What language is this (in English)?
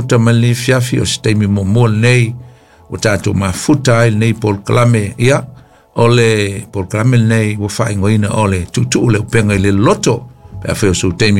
Samoan